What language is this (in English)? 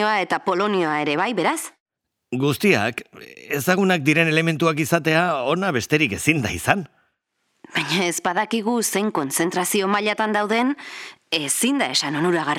Basque